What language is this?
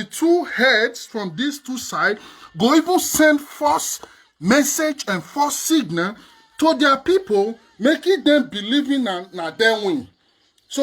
Nigerian Pidgin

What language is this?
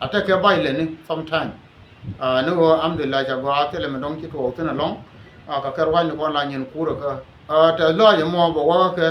Nuer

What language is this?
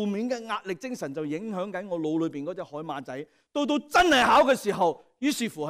Cantonese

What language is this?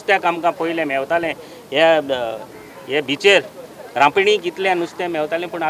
Konkani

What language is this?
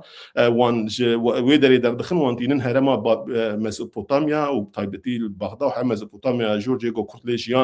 Kurdish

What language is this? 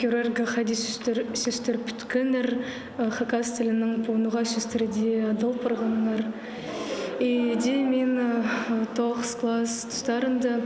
Khakas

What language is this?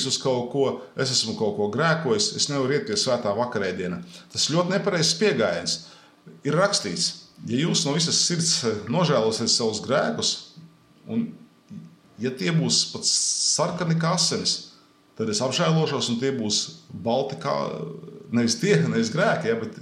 Latvian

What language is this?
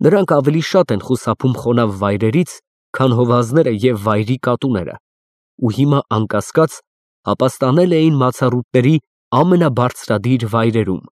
Armenian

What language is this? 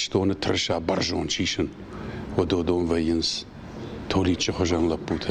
Ossetic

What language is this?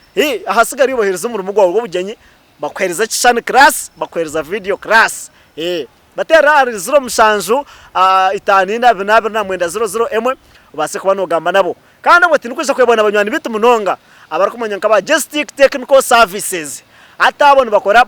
Nyankole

